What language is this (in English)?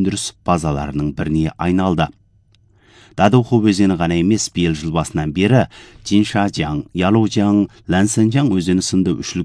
Kazakh